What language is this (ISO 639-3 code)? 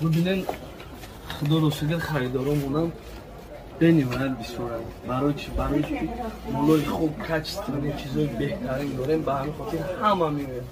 tgk